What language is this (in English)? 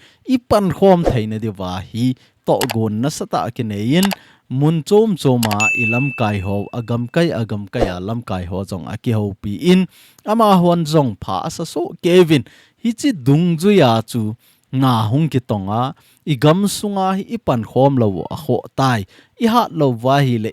Thado Chin